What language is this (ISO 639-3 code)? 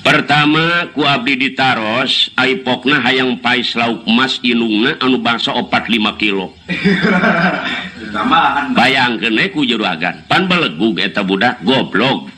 sun